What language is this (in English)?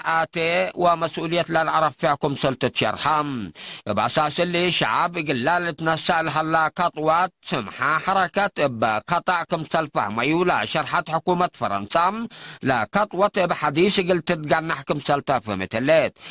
Tigre